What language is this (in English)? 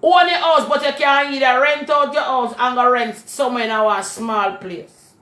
Jamaican Creole English